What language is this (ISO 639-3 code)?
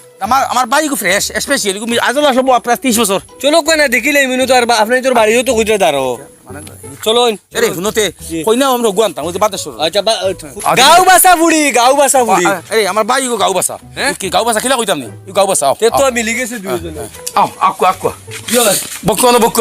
syl